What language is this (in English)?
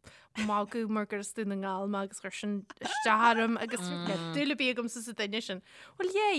Irish